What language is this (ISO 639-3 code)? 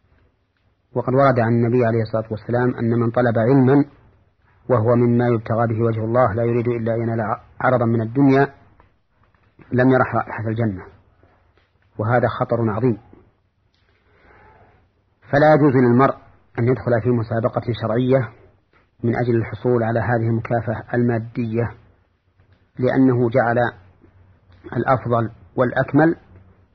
ara